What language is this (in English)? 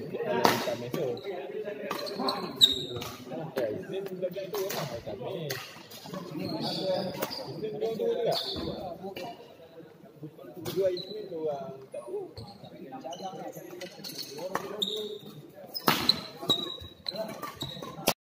Malay